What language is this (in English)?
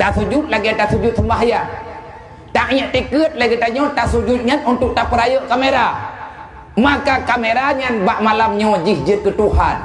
Achinese